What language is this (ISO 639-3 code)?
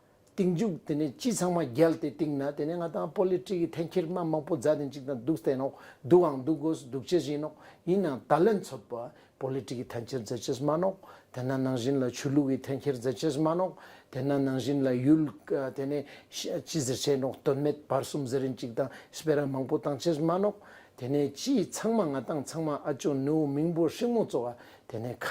lbj